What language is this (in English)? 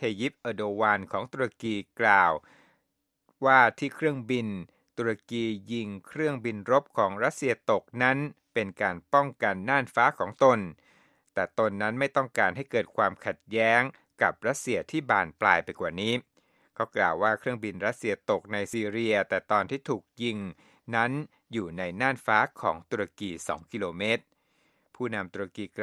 Thai